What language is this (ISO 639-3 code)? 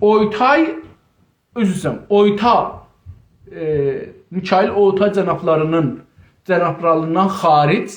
azb